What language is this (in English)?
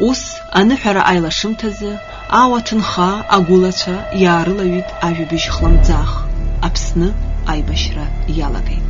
Abkhazian